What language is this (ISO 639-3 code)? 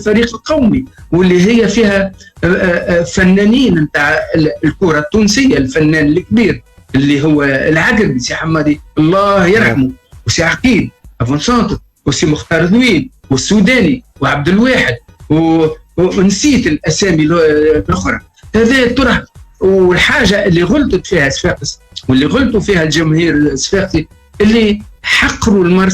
aeb